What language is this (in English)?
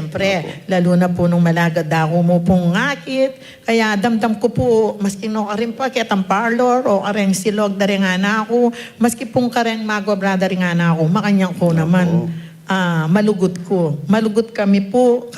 Pampanga